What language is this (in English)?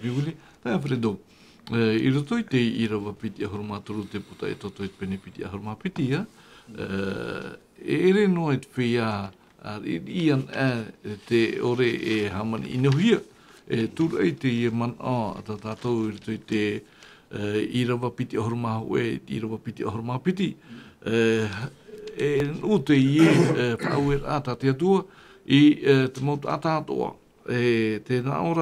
Tahitian